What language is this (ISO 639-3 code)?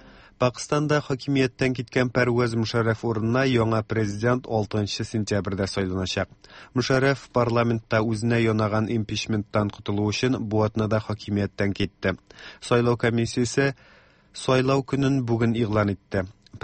tat